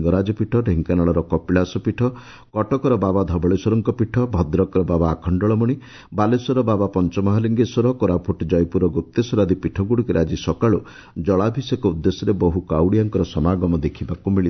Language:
Odia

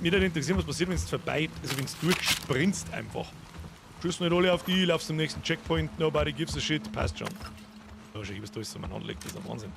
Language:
Bavarian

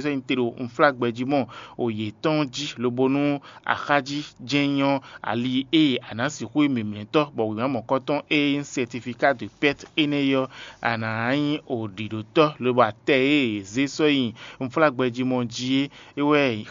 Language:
Fon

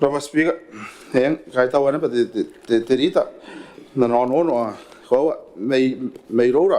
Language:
Gilbertese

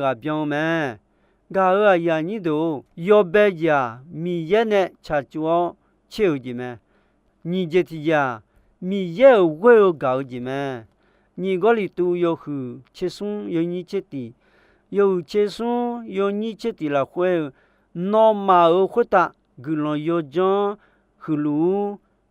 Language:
Akha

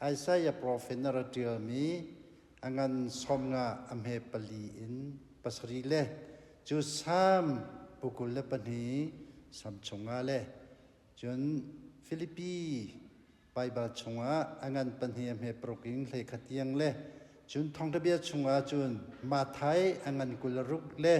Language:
Hakha Chin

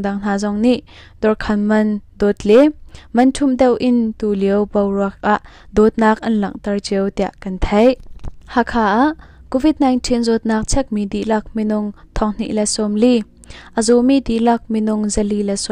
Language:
Hakha Chin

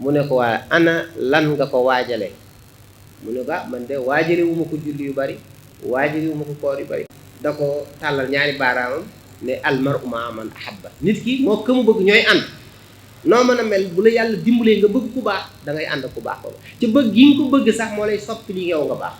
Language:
Wolof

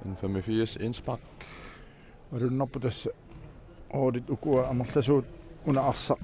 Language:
Kalaallisut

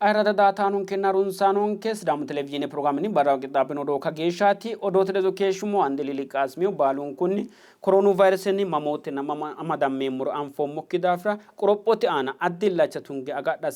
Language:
Sidamo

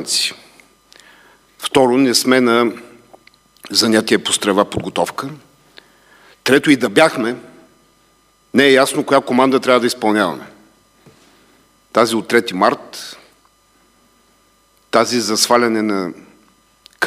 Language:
Bulgarian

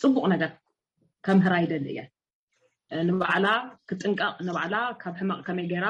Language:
Tigrinya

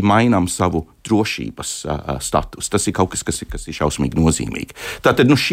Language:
Latvian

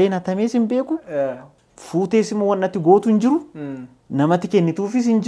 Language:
Oromo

